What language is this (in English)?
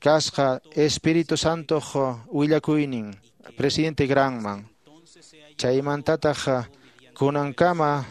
Quechua